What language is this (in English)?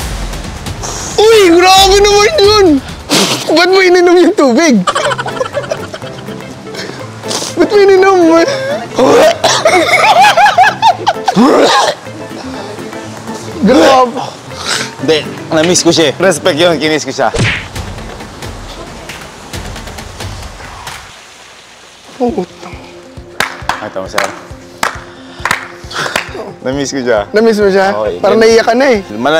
Filipino